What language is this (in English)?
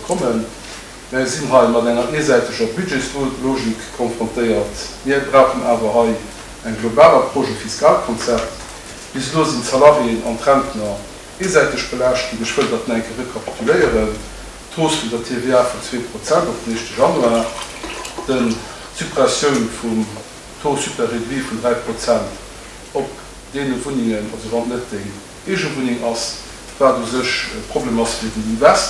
Luxembourgish